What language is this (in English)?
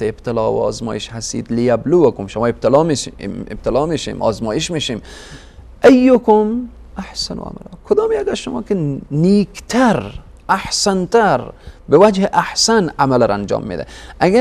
Persian